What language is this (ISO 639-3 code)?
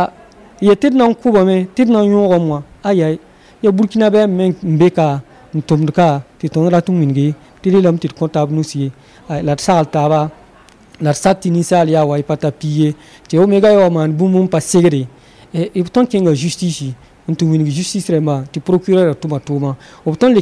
mos